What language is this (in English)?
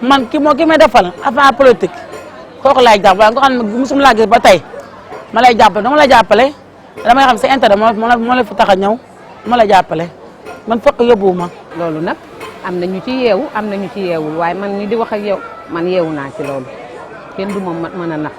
Wolof